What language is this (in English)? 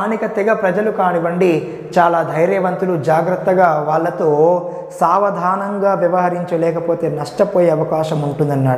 Telugu